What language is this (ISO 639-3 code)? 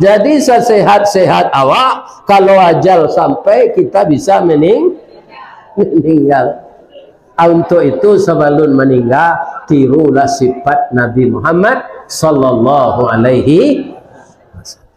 min